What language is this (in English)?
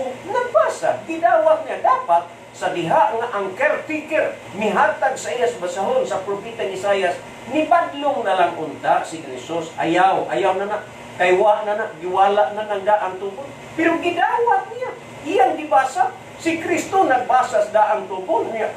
Cebuano